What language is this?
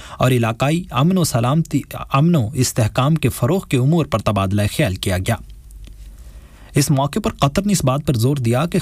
Urdu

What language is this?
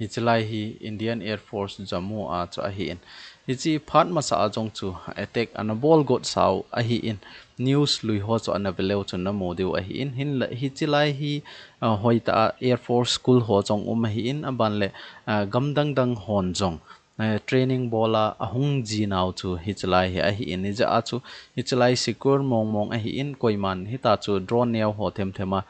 Thado Chin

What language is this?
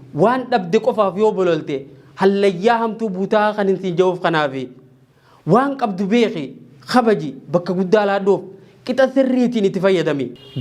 Oromo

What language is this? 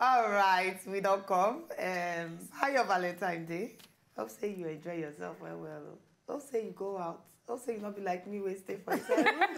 Nigerian Pidgin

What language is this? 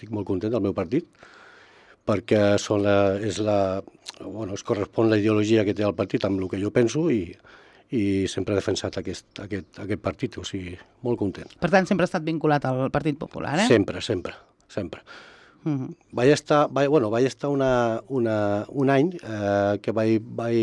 Catalan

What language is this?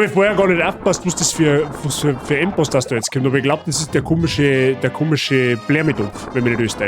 Bavarian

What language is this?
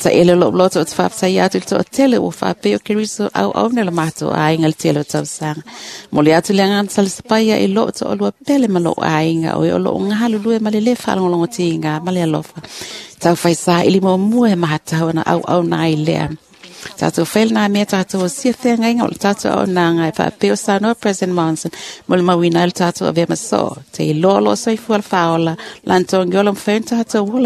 Samoan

